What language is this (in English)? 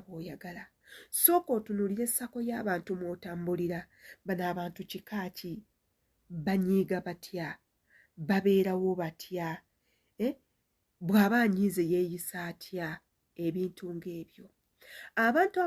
Ganda